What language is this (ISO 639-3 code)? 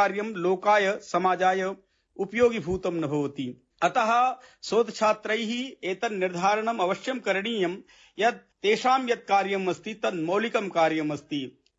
san